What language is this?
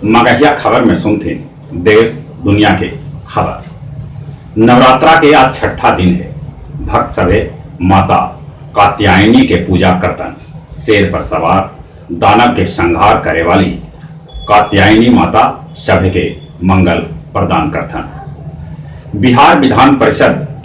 Magahi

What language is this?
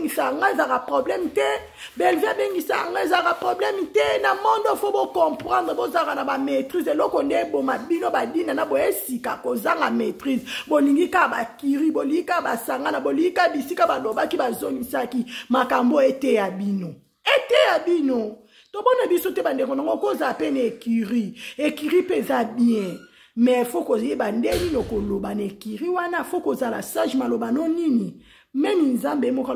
Lingala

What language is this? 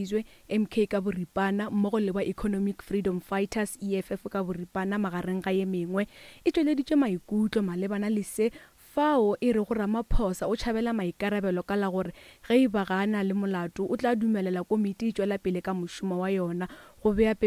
Northern Sotho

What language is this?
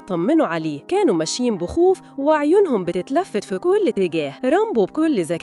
Egyptian Arabic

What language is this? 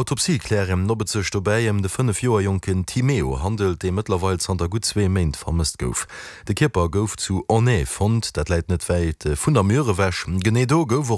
Luxembourgish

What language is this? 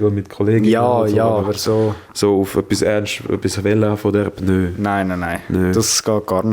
Swiss German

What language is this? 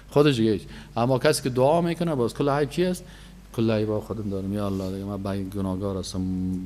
Persian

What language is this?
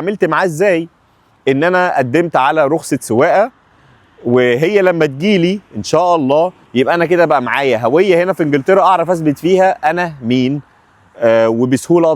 Egyptian Arabic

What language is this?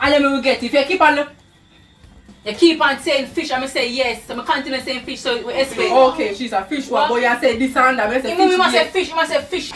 Jamaican Creole English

